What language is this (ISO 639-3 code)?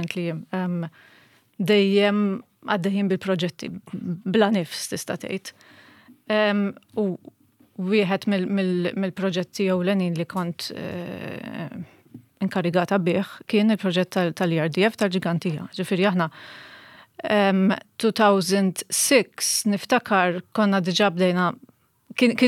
mlt